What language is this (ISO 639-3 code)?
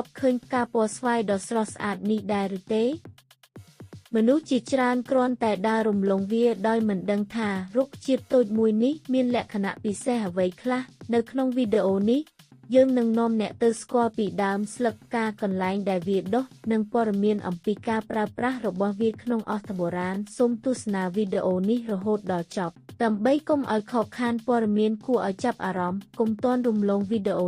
khm